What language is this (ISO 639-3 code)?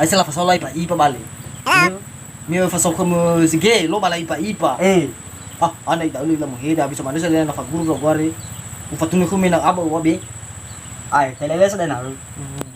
nia